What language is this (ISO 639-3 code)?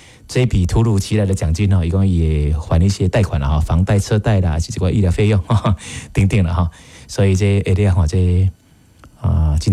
nan